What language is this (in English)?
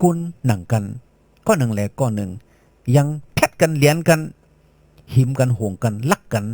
Shan